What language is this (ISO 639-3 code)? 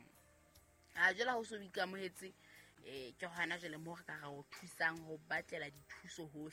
sot